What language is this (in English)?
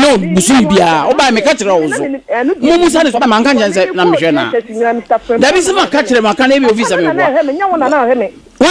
Akan